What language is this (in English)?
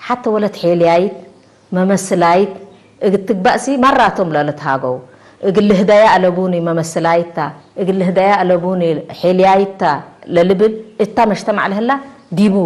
Tigre